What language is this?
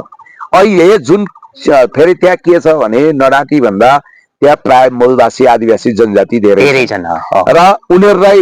Nepali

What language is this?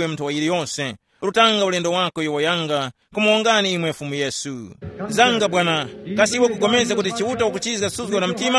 Tumbuka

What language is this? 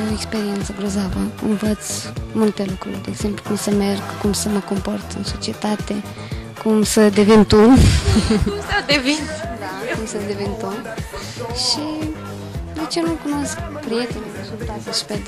Romanian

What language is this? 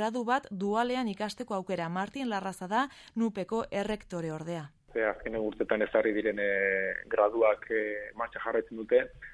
Basque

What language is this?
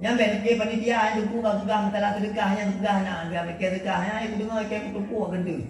Achinese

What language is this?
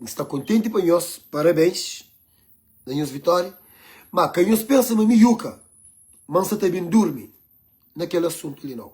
Kabuverdianu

